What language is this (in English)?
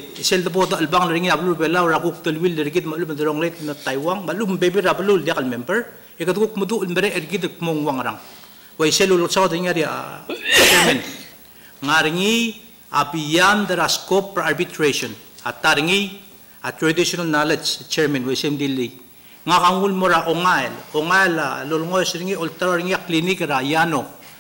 Palauan